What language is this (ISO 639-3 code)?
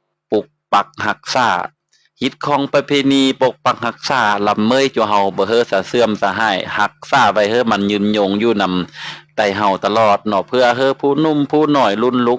lao